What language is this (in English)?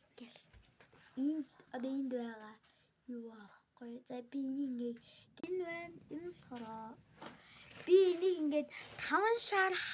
Mongolian